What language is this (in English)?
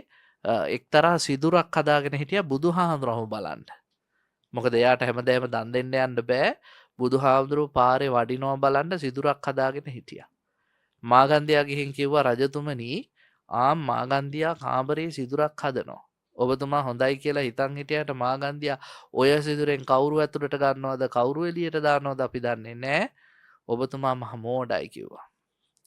Sinhala